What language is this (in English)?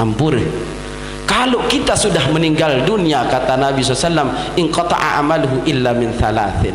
Sasak